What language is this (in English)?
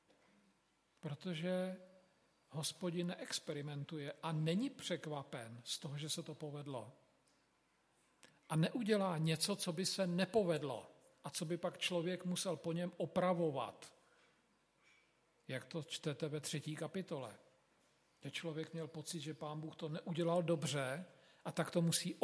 Czech